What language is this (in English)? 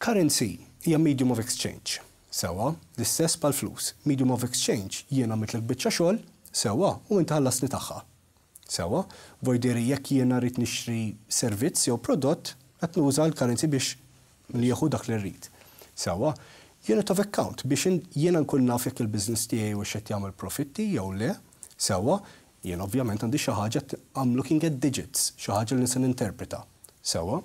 Maltese